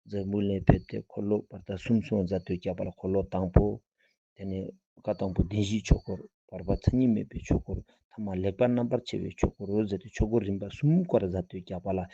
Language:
Ladakhi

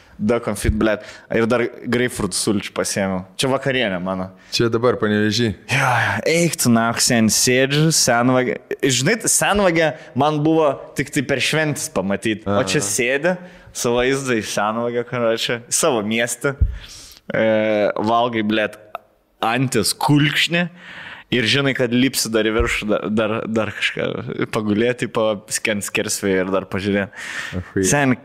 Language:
Lithuanian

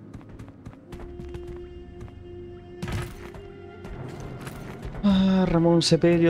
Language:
Spanish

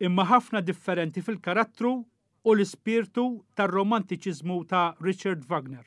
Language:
Maltese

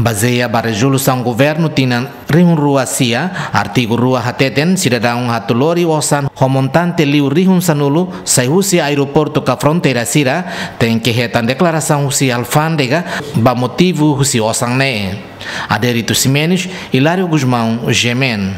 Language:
Tetum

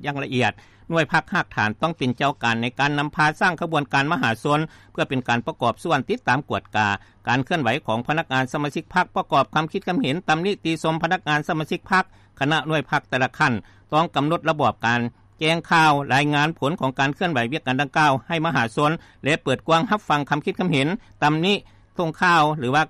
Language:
Lao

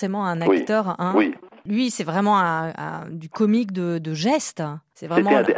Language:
French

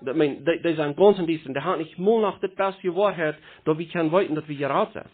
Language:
Plautdietsch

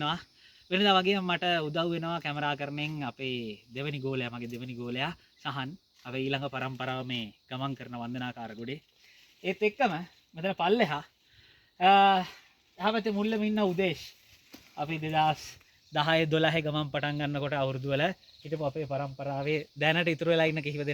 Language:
Sinhala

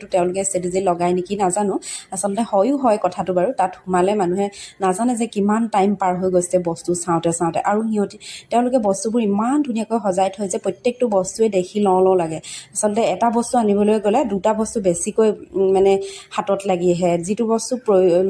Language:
Assamese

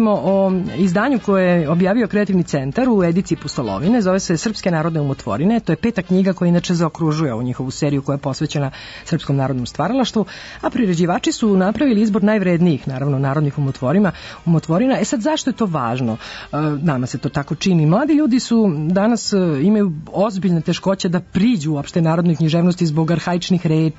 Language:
Serbian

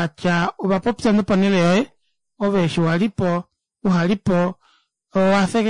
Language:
Kuanyama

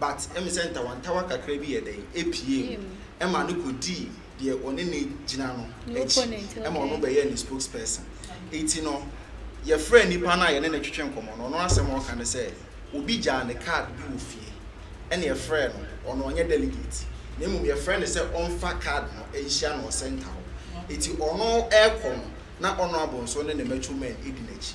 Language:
Akan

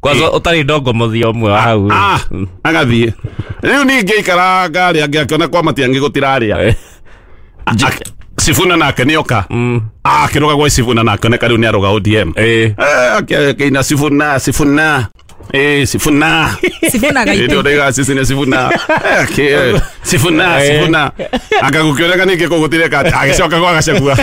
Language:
Kikuyu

